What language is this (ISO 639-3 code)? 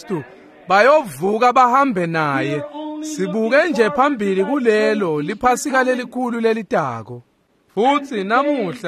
ssw